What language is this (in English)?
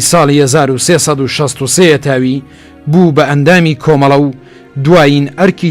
Central Kurdish